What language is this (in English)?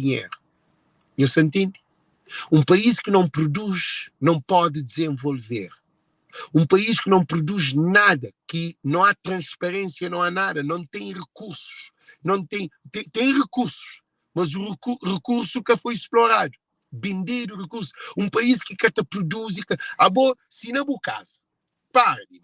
Kabuverdianu